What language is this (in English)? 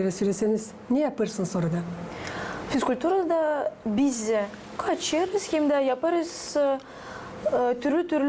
Gagauz